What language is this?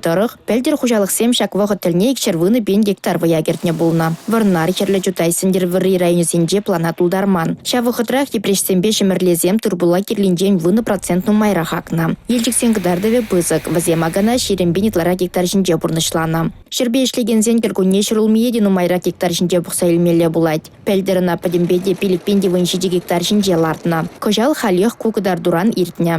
Chuvash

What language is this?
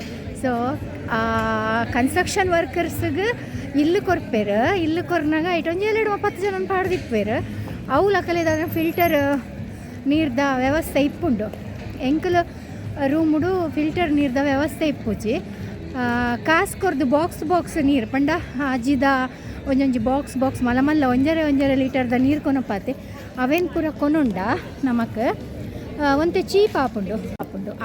Tulu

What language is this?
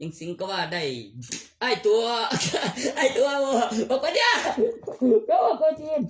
Northeastern Thai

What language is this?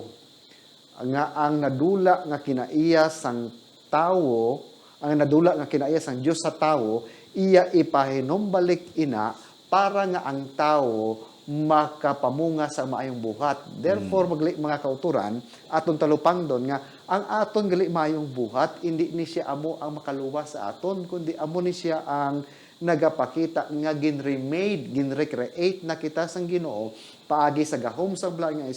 Hiligaynon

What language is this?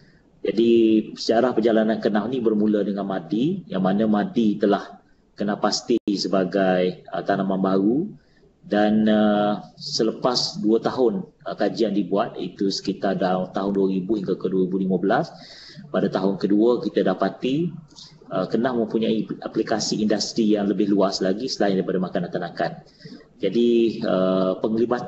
Malay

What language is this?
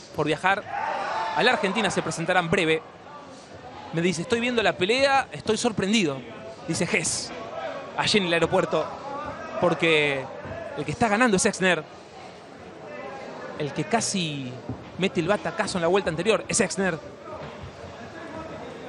Spanish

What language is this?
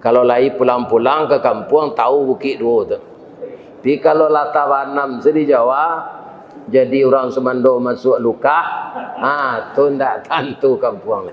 Minangkabau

